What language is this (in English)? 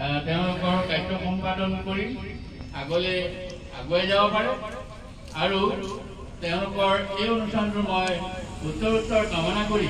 Assamese